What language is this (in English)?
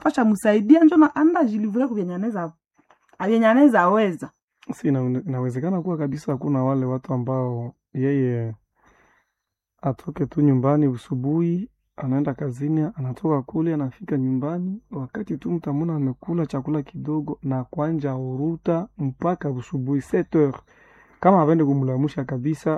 Swahili